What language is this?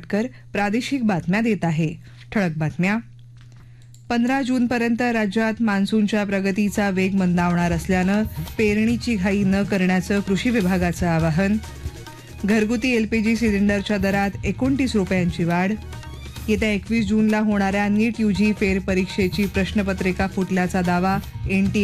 Marathi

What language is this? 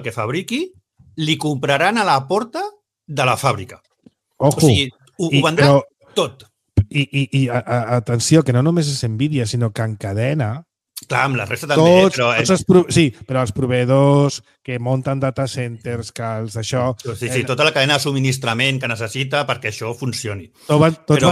Catalan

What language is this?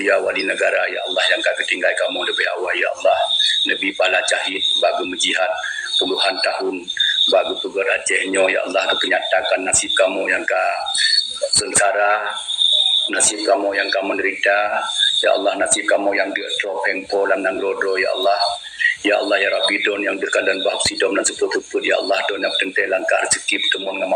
Achinese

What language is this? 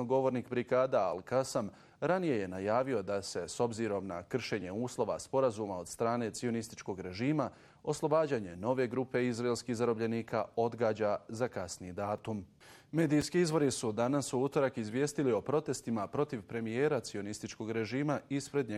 Bosnian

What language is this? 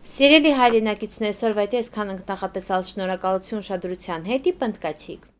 Armenian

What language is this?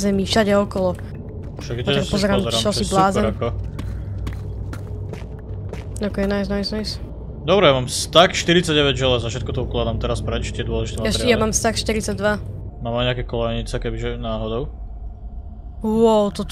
Slovak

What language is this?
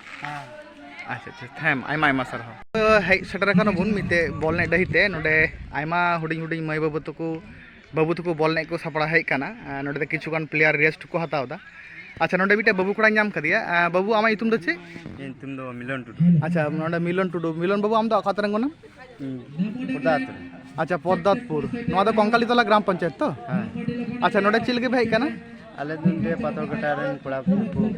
Santali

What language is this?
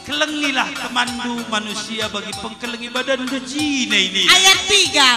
Batak Karo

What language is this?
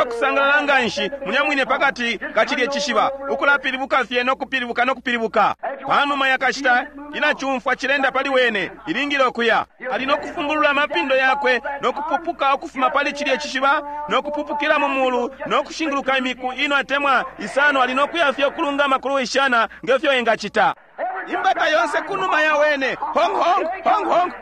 Bemba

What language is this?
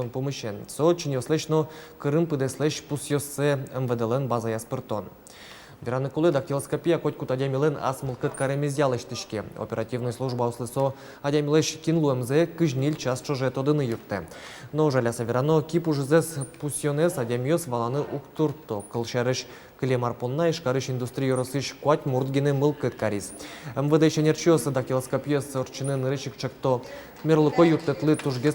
Udmurt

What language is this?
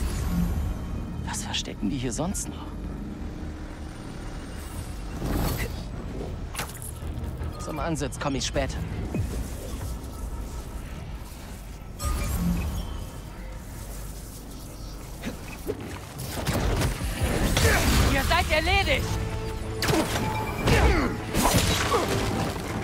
German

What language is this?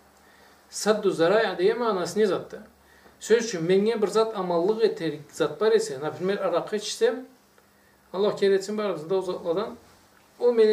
Karachay-Balkar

